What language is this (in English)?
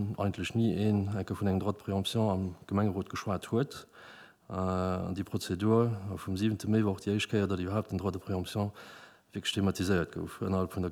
Luxembourgish